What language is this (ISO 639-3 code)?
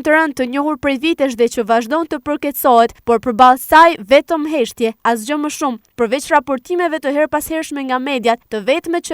sqi